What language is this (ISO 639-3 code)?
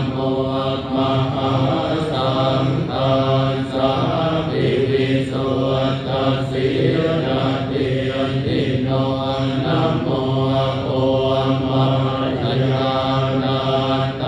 pli